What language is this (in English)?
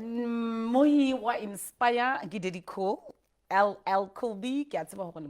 Southern Sotho